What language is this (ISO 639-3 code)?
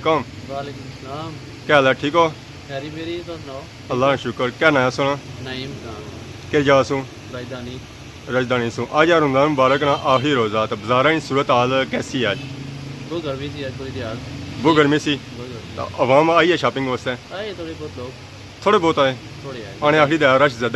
phr